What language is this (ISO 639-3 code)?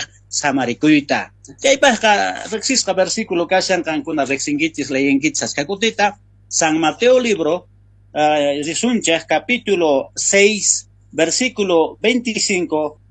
quh